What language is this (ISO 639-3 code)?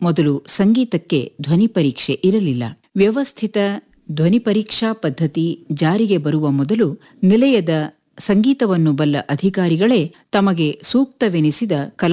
kan